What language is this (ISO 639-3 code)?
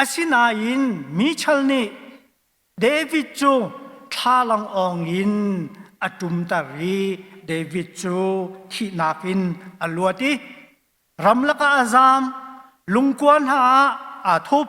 cnh